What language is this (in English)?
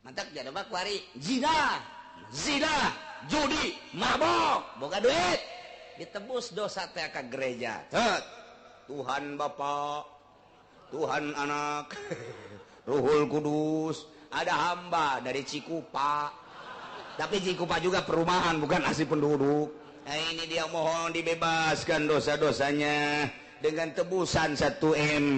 Sundanese